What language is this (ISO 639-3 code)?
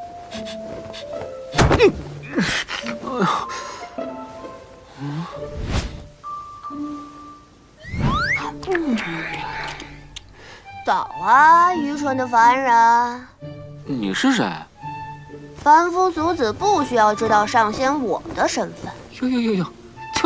zho